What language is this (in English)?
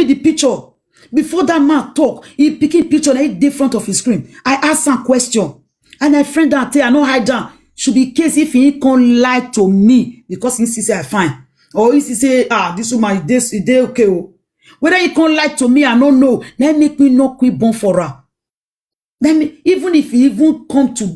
Nigerian Pidgin